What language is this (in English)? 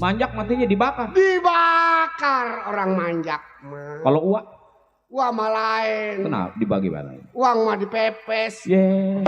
Betawi